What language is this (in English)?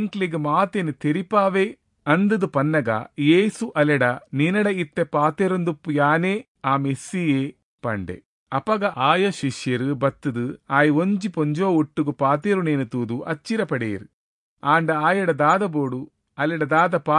Tulu